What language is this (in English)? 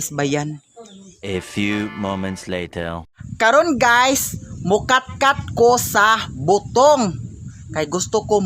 Cebuano